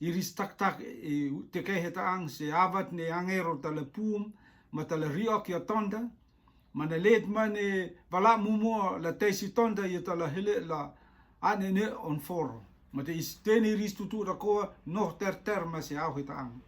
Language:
Rotuman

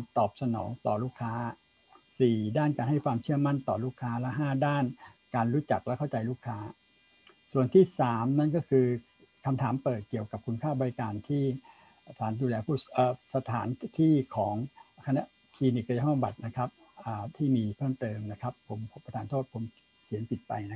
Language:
Thai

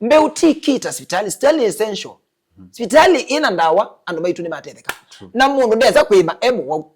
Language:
Kamba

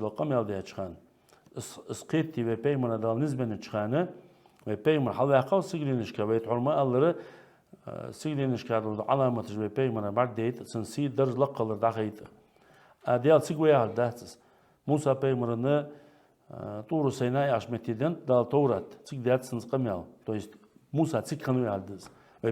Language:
Ingush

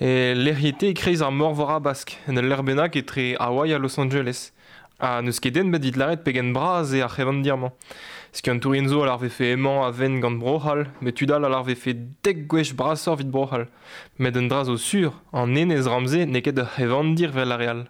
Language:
Breton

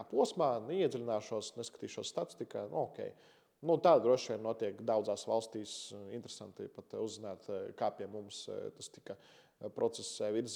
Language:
Latvian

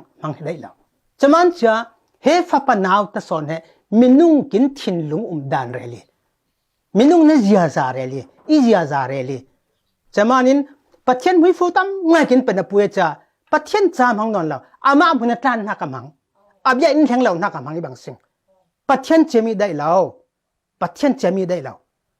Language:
Falam Chin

